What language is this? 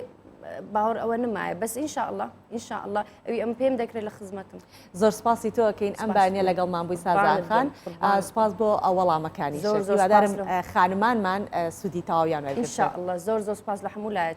Central Kurdish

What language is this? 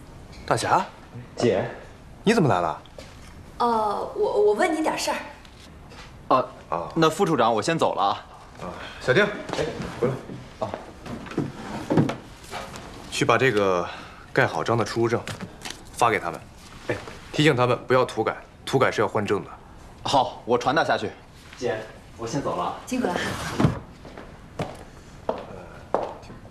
Chinese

